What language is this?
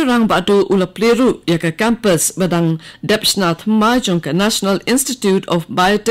Khasi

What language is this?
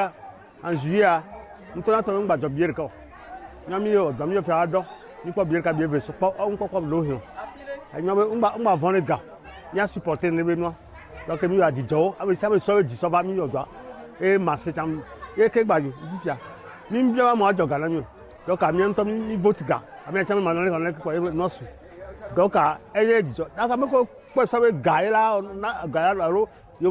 Ewe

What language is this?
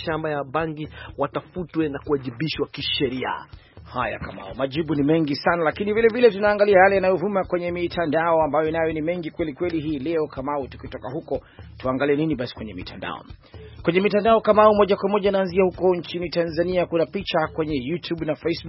Swahili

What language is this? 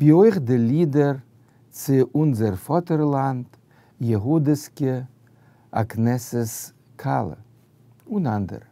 Yiddish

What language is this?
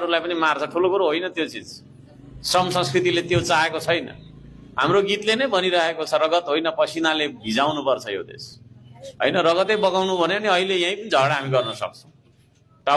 Nepali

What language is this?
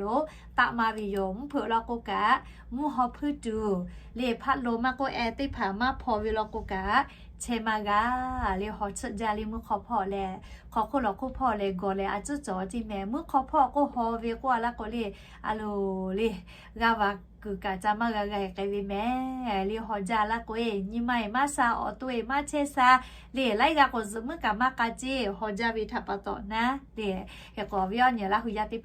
Lahu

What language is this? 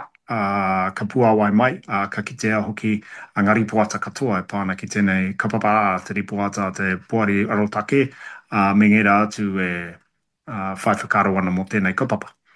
Māori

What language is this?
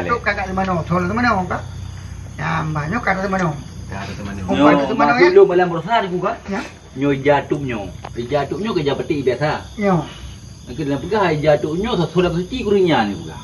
Achinese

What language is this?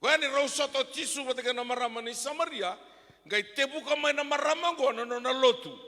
Fijian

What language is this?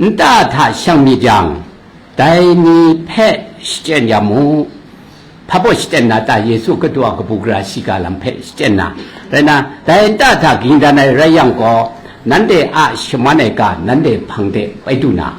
Kachin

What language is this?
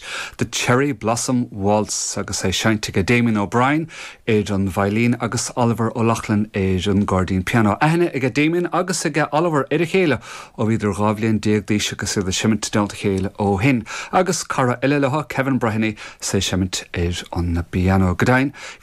Irish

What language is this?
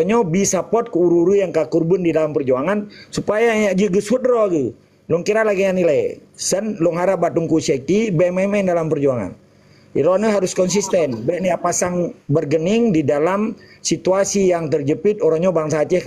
Achinese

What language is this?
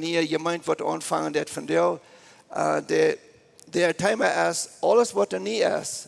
Plautdietsch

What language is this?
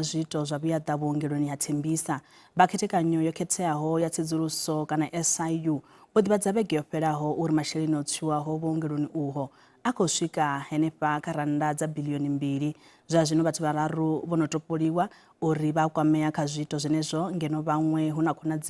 Venda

